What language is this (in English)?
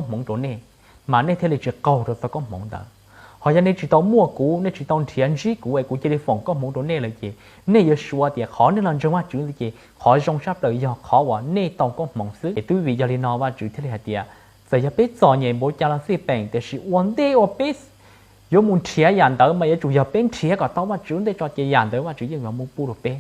Hmong